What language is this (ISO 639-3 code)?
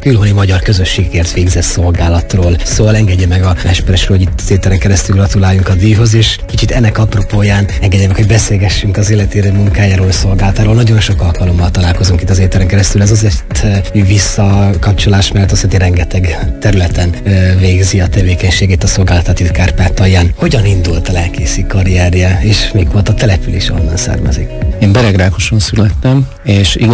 hun